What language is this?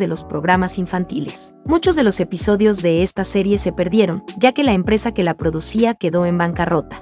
Spanish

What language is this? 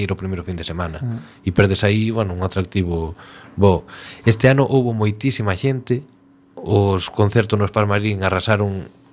Galician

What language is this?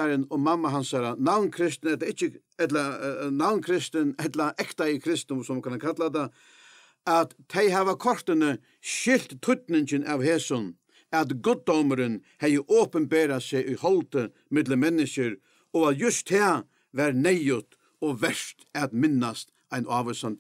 Faroese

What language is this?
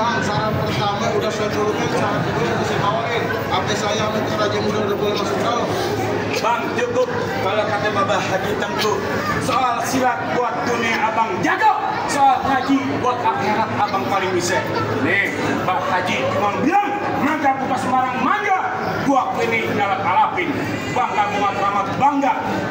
Betawi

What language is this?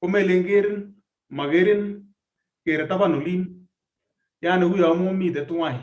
Kalenjin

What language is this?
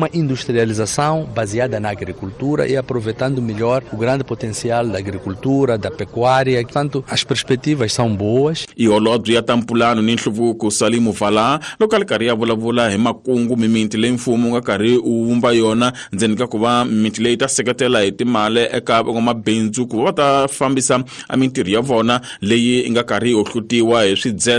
Tsonga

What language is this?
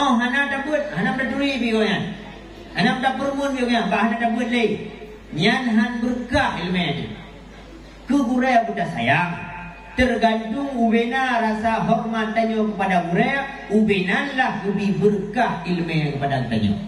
Achinese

